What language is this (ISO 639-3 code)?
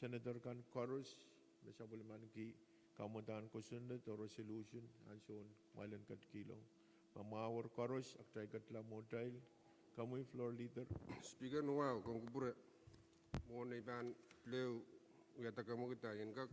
pon